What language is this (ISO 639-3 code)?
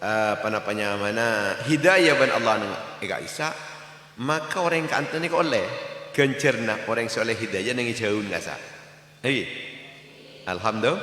mad